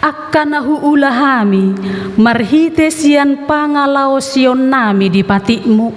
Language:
Batak Toba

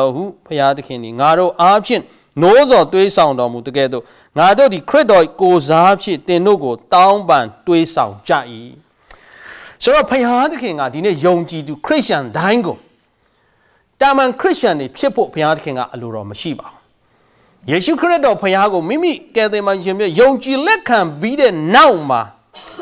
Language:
Burmese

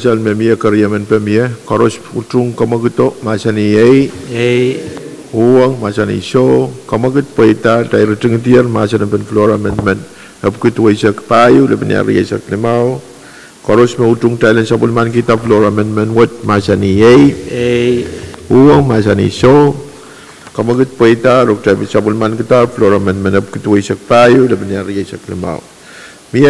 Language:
Pohnpeian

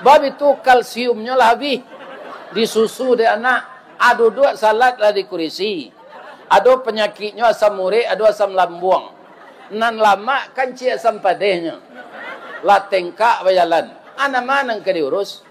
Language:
Minangkabau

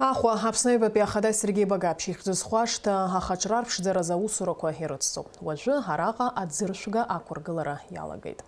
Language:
Abkhazian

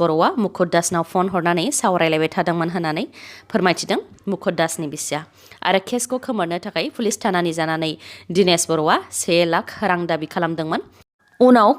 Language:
Bodo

